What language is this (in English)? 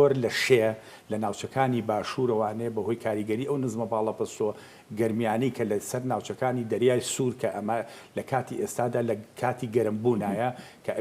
Central Kurdish